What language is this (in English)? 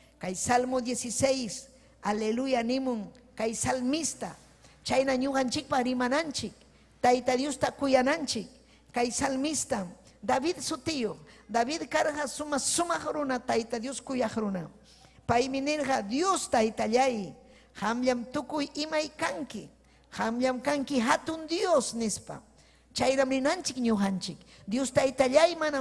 Ayacucho Quechua